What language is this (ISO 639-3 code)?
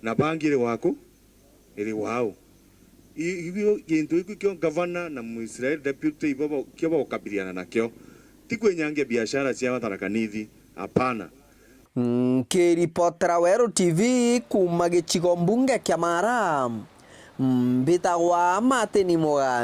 mer